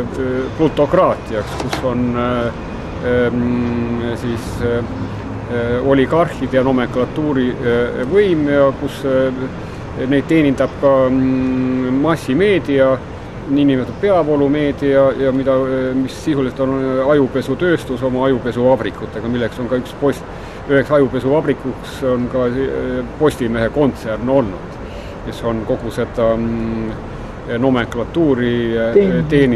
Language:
Estonian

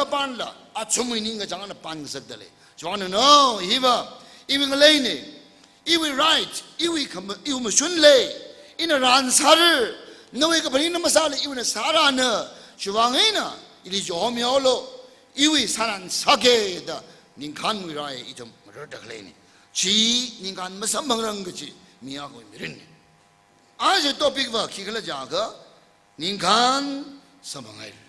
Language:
Tangkhul Naga (India)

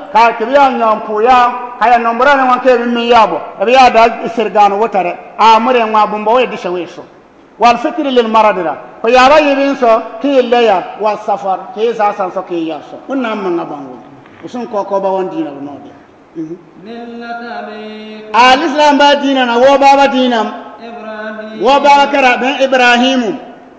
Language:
Bissa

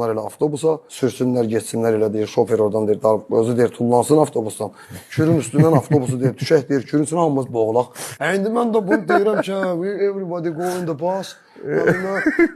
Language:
Azerbaijani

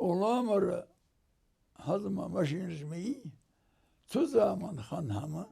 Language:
Ingush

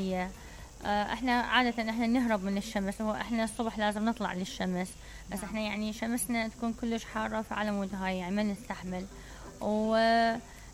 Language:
Mesopotamian Arabic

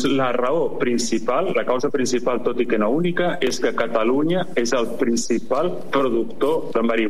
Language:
Catalan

